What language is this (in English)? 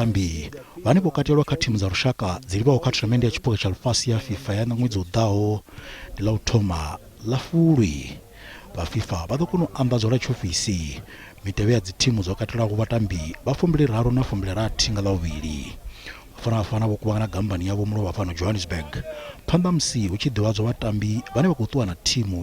Venda